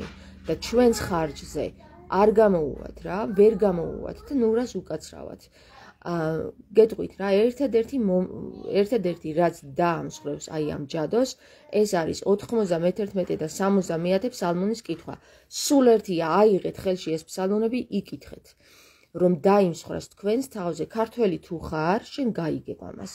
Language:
Georgian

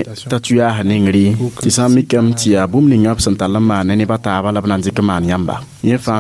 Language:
Mossi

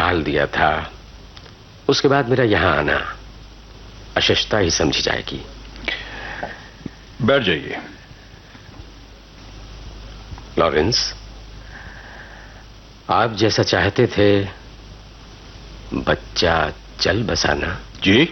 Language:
Hindi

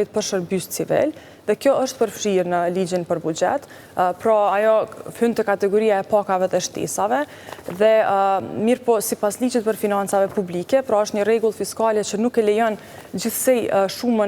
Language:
Albanian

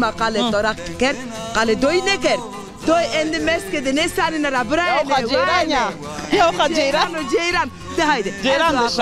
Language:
Zaza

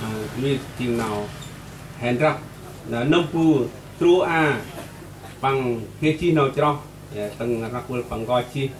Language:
Central Mnong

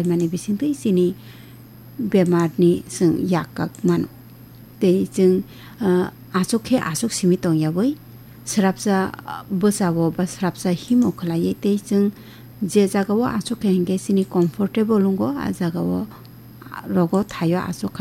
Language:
Kok Borok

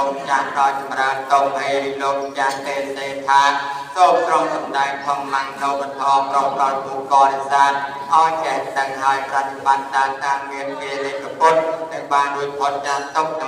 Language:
Khmer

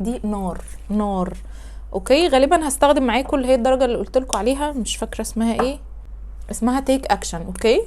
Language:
Egyptian Arabic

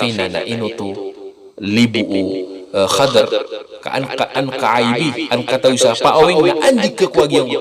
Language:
Maranao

